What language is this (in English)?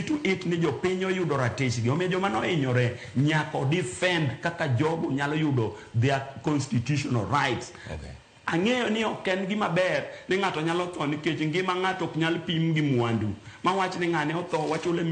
Luo (Kenya and Tanzania)